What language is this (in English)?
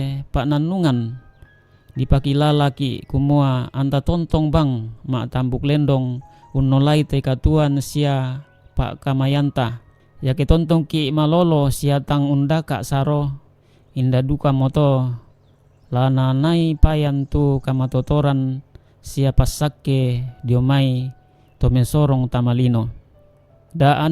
Toraja-Sa'dan